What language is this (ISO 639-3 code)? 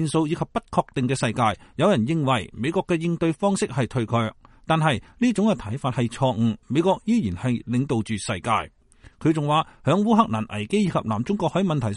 yue